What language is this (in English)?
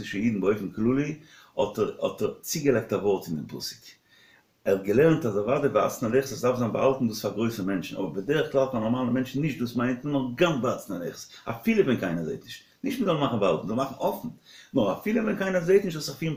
Yiddish